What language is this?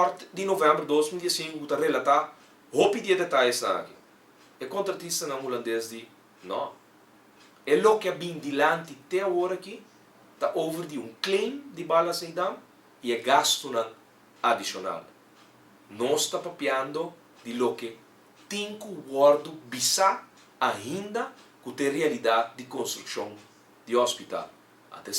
Papiamento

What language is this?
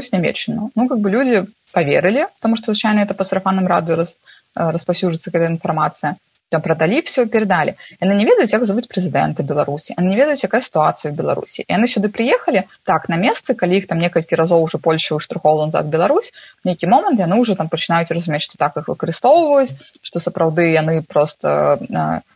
Belarusian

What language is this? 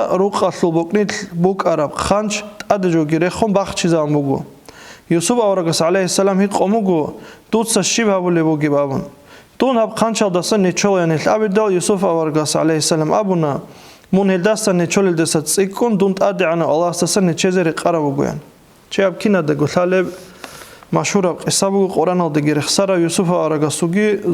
Avaric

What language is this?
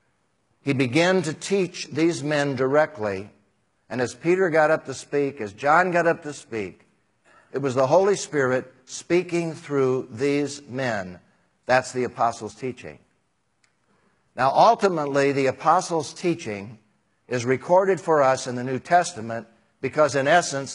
English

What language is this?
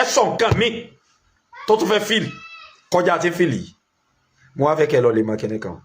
Yoruba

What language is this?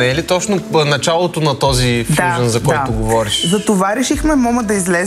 Bulgarian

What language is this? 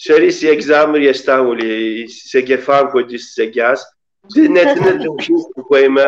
Kabardian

